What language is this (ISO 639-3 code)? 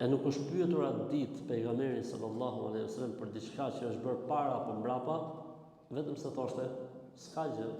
sqi